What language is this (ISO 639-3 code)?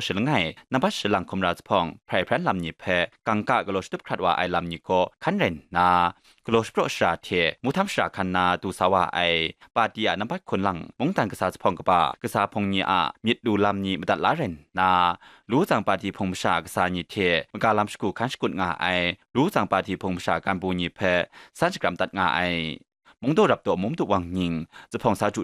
kac